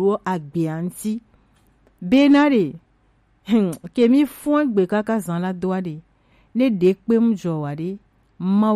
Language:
Gen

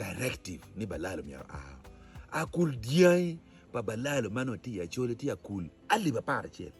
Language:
Acoli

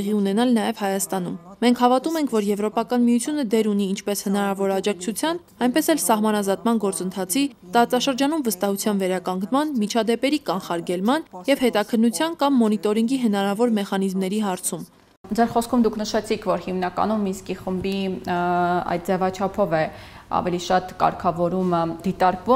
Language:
Armenian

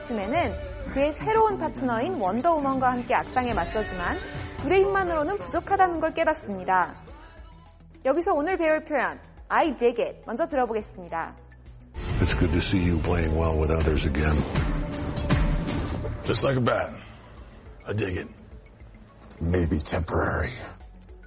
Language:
Korean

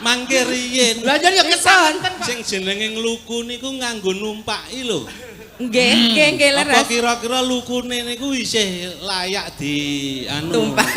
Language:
Javanese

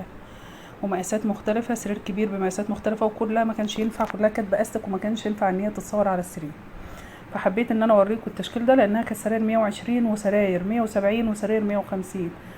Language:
Egyptian Arabic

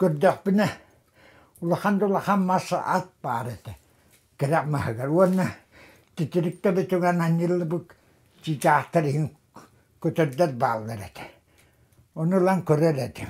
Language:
Yakut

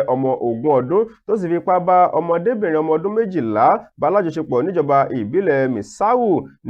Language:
Yoruba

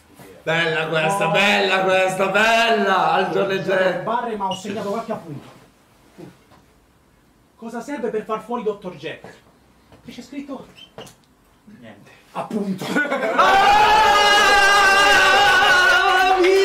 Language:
Italian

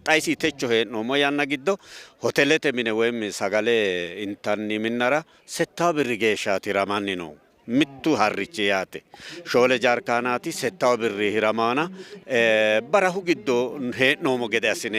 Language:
Sidamo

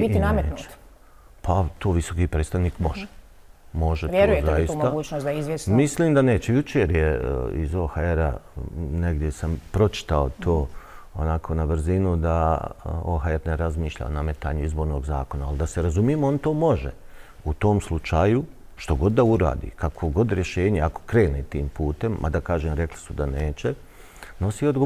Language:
Bosnian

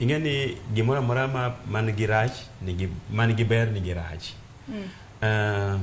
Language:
Luo (Kenya and Tanzania)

